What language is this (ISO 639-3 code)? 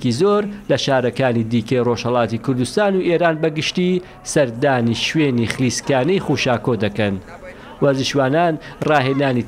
ckb